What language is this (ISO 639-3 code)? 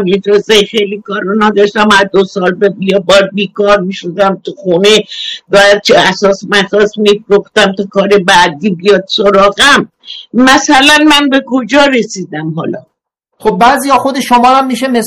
fas